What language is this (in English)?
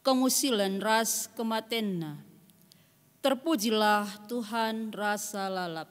Batak Karo